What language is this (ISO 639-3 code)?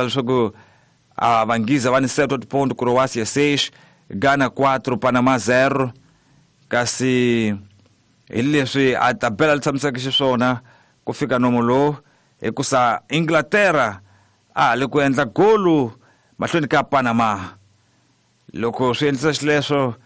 tso